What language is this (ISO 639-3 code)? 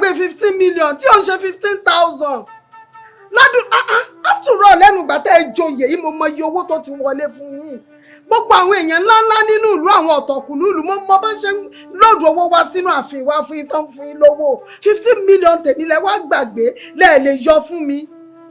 yor